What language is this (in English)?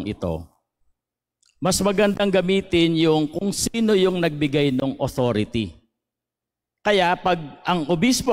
Filipino